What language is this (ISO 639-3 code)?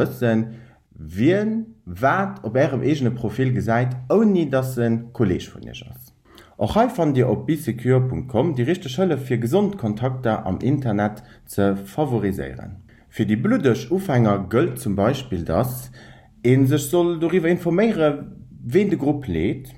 ltz